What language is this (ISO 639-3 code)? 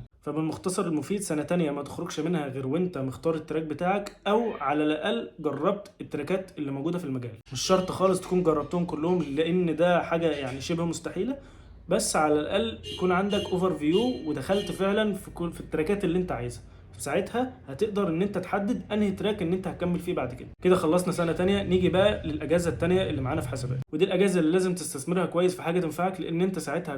arz